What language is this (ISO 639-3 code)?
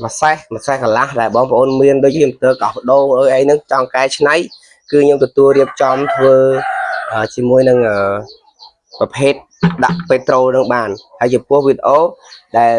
khm